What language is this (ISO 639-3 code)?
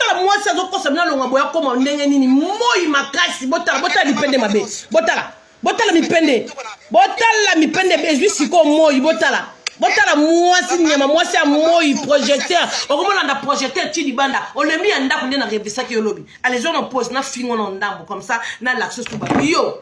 lin